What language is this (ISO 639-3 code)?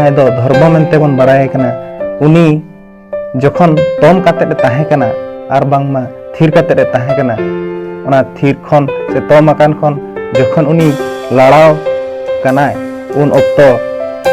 sat